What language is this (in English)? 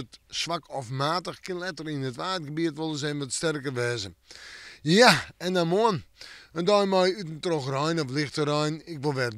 Western Frisian